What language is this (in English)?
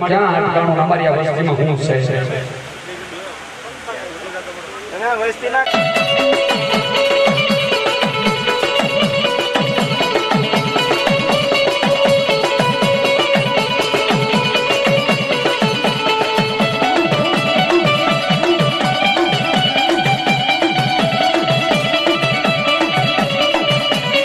Gujarati